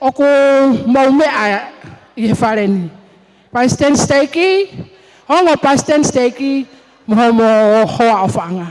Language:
Tongan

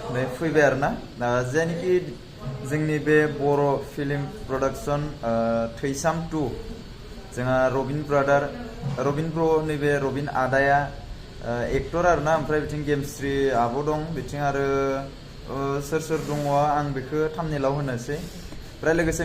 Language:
Bodo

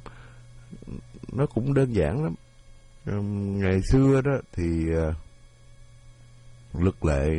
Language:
Vietnamese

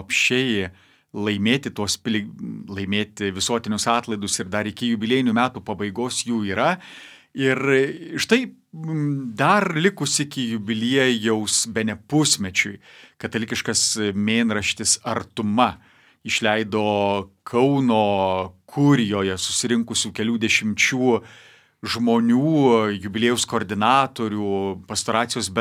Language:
Lithuanian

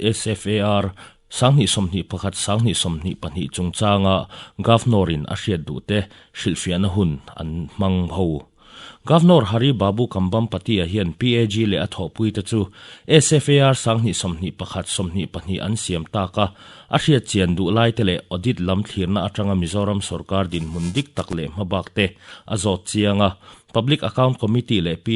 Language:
Mizo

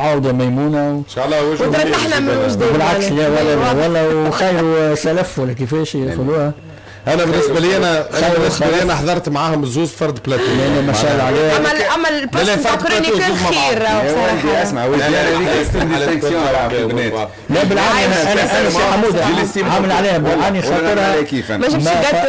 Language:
Tunisian Arabic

